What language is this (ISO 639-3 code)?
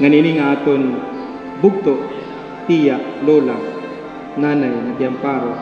war